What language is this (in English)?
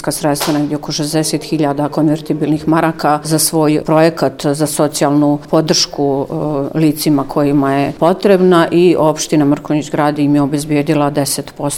Serbian